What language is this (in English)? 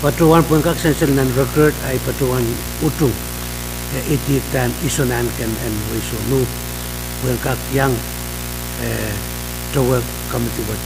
Pohnpeian